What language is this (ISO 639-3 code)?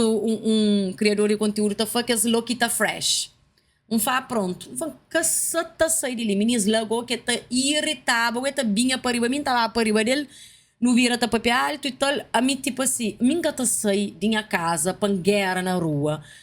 kea